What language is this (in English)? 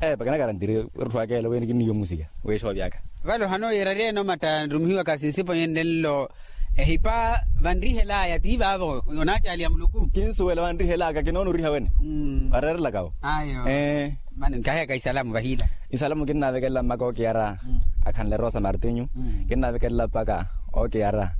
Makhuwa